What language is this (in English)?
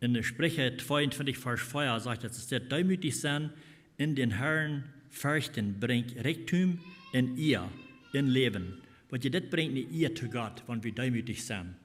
Plautdietsch